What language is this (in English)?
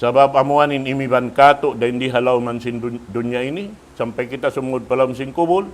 Tausug